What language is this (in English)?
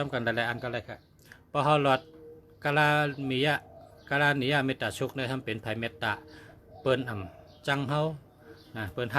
Shan